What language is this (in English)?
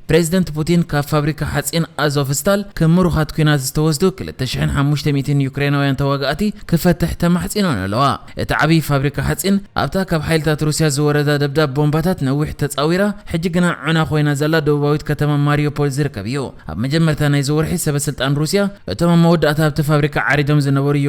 Tigrinya